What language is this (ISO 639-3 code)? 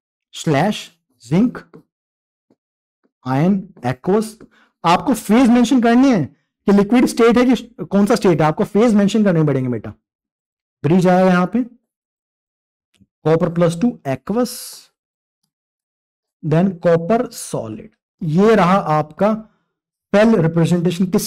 hin